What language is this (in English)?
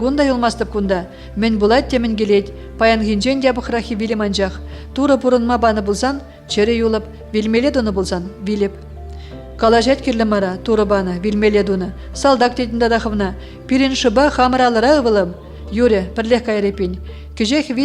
Chuvash